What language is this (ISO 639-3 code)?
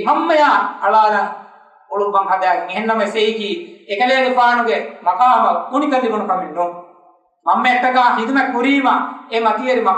div